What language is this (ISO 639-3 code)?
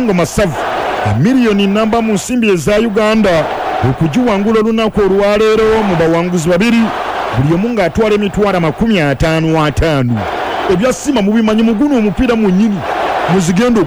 lug